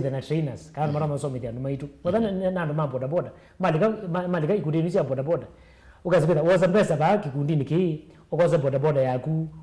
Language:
Kamba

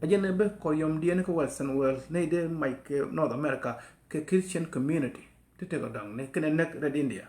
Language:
Nuer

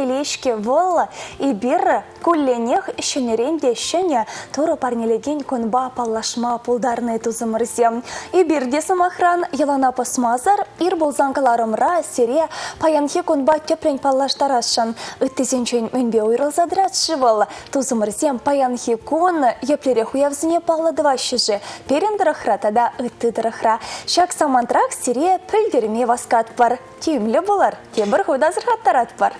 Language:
Chuvash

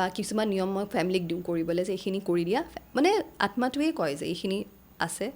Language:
Assamese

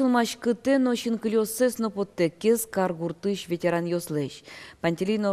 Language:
Udmurt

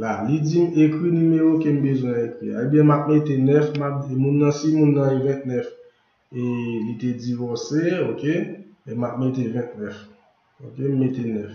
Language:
Haitian Creole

